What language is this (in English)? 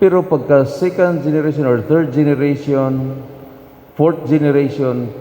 Cebuano